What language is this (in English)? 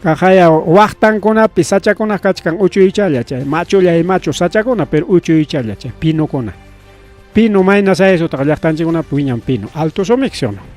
Ayacucho Quechua